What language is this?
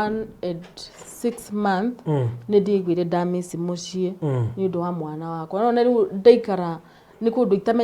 Kikuyu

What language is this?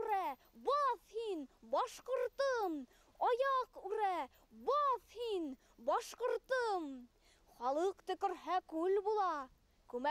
Bashkir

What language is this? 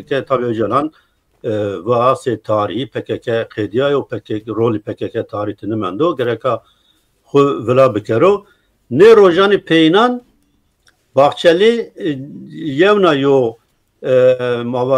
Zaza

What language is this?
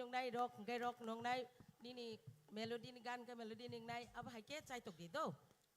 Kok Borok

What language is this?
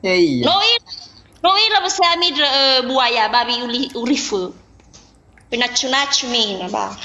Nias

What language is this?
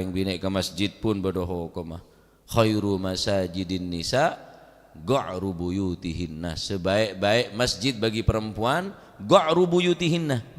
Madurese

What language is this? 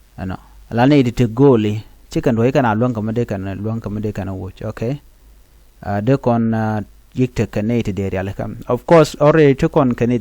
Nuer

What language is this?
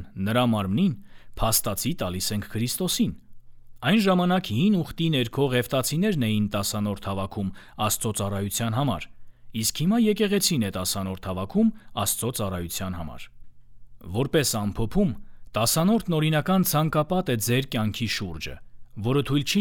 Armenian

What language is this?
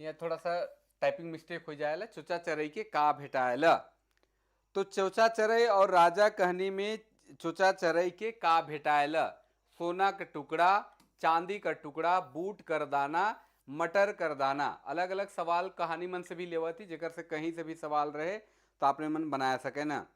Sadri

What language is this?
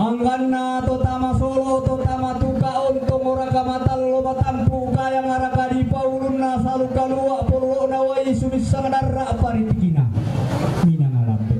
Toraja-Sa'dan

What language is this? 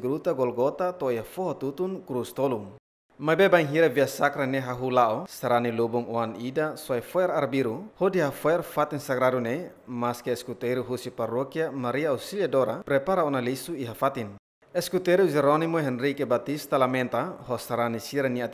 Tetum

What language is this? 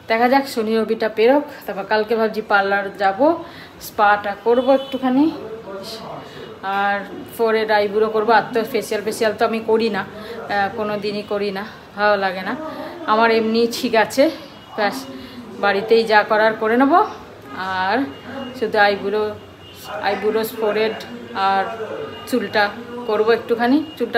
Bangla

